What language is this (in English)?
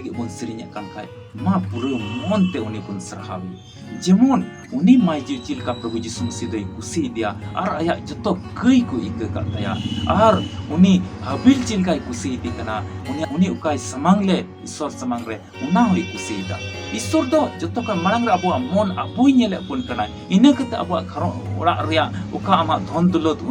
Santali